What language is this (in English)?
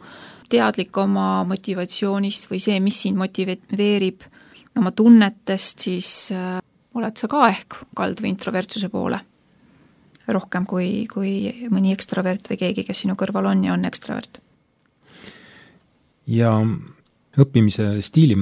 Estonian